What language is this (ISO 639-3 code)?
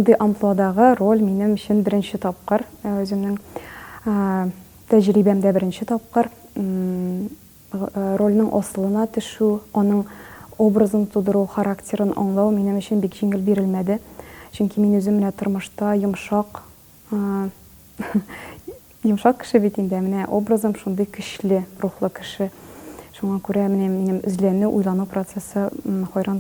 tat